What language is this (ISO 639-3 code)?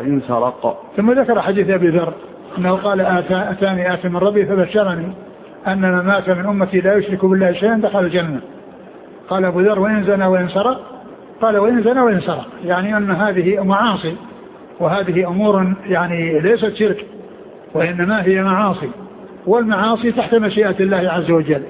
ara